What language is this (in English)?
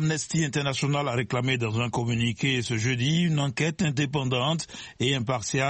French